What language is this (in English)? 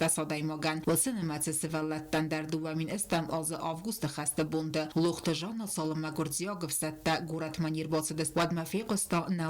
Ossetic